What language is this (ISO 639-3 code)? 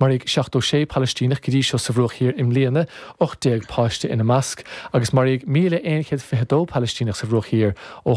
gle